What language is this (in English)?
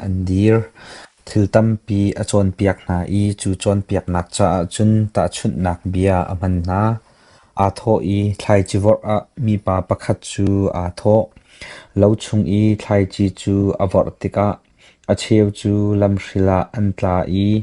Hakha Chin